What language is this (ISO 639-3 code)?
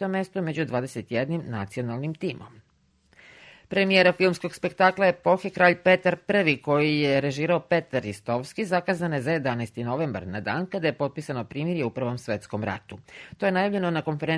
srp